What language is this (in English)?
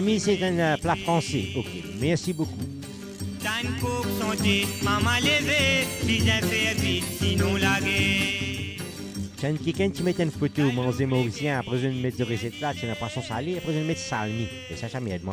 Morisyen